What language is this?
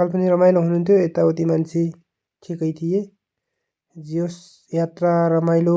Nepali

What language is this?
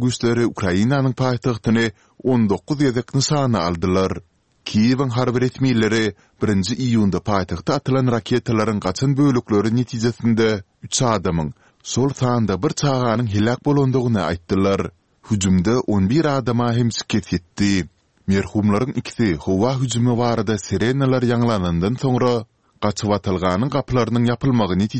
Turkmen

